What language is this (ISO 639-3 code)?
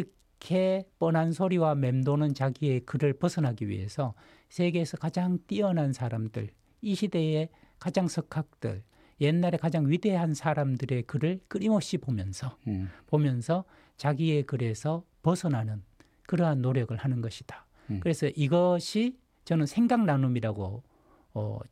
kor